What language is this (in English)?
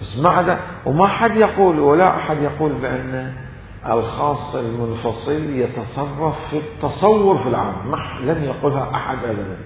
Mesopotamian Arabic